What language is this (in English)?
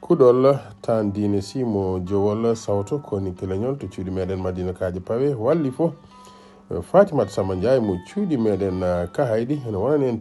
Fula